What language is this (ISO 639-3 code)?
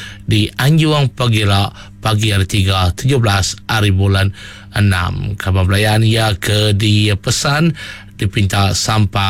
iba